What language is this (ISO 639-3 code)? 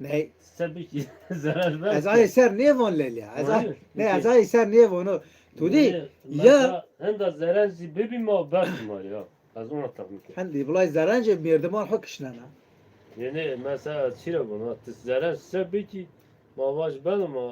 zza